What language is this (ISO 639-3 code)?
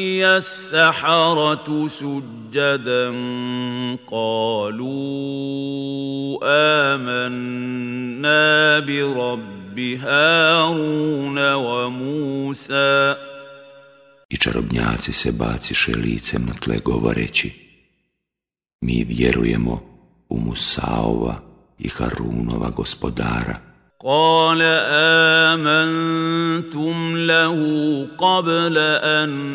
bos